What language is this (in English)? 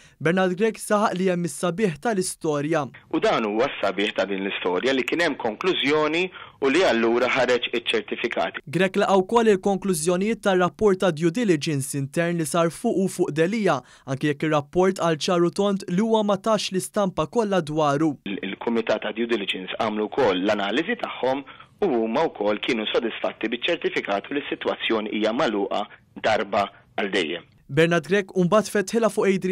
Maltese